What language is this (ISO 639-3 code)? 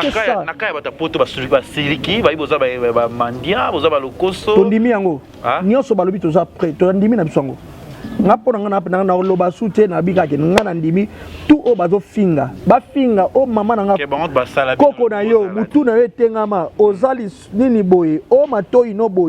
lin